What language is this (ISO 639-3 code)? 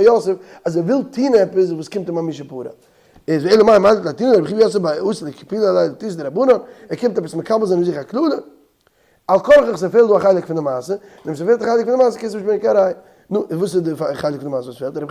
yid